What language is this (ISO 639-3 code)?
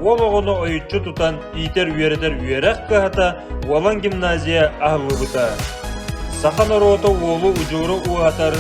sah